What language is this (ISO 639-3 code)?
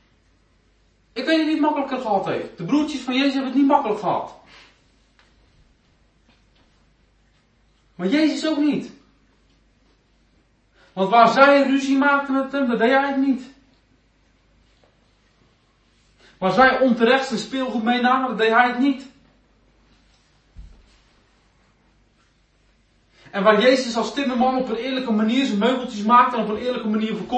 nld